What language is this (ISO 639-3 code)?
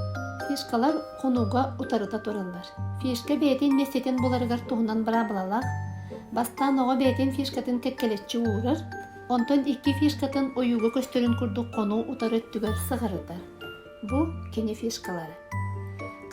sah